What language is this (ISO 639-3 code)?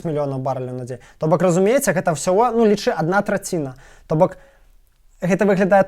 bel